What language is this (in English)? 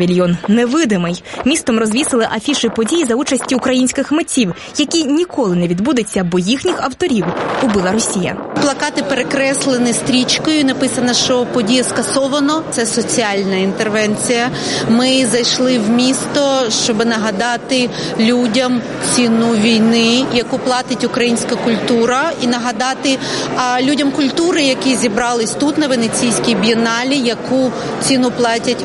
Ukrainian